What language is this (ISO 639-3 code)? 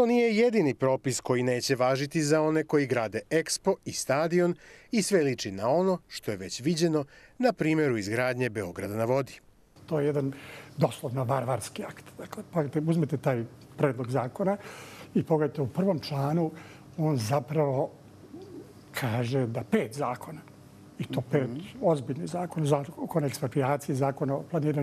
srp